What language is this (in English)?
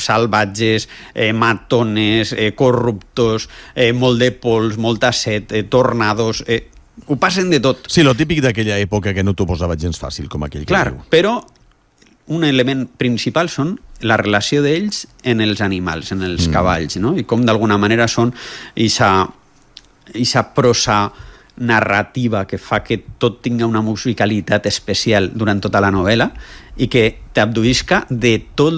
Catalan